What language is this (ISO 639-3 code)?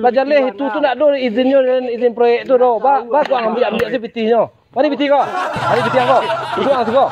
min